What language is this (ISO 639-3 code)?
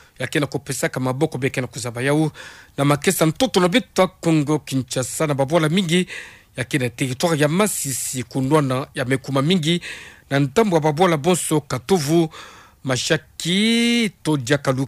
ktu